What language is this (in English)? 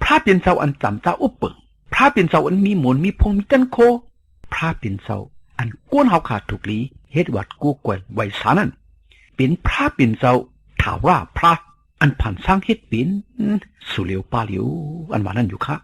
Shan